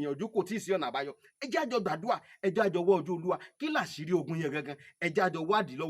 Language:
Yoruba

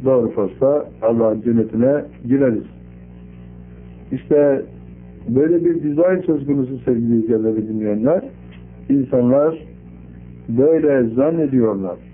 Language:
Turkish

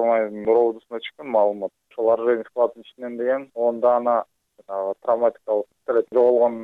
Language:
Kyrgyz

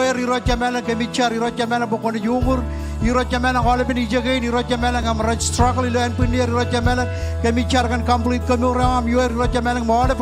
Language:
Marshallese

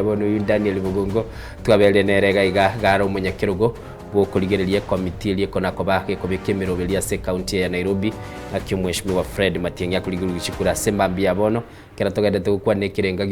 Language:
Gusii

